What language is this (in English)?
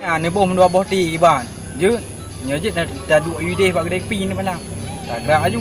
Achinese